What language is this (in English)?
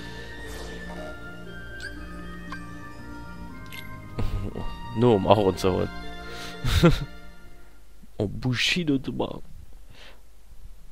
German